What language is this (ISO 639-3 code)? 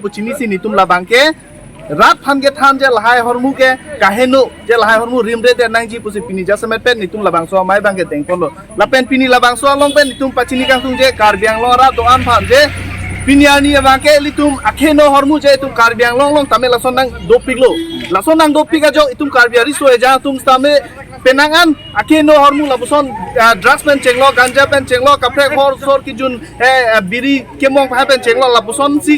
mjw